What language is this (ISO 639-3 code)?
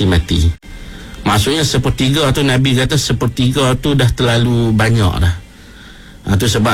msa